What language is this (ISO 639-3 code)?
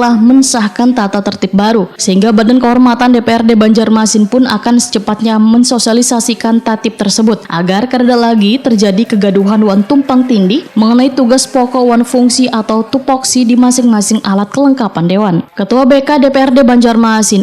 bjn